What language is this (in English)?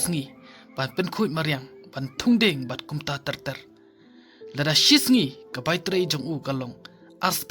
Khasi